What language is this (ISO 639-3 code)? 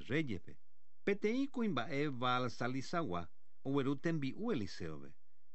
grn